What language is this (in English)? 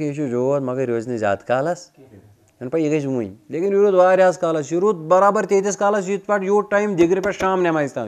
Kashmiri